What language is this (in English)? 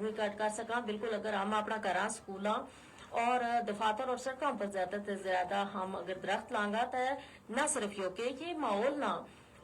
Gujari